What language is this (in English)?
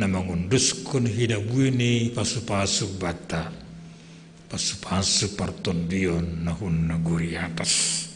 Batak Simalungun